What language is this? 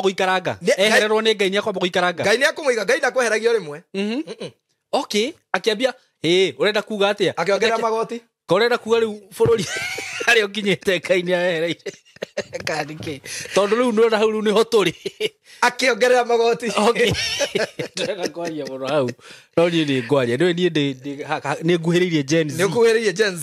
Kikuyu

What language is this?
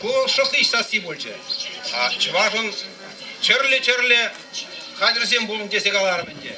Chuvash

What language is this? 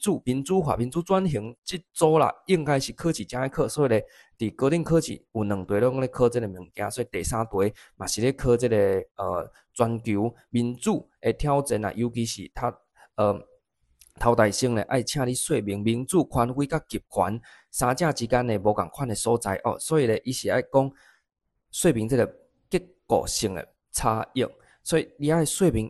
Min Nan Chinese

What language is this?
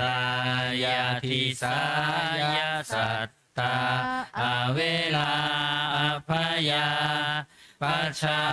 Pali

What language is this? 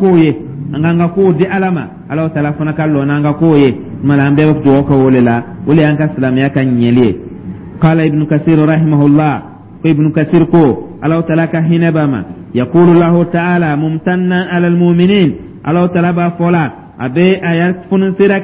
Dyula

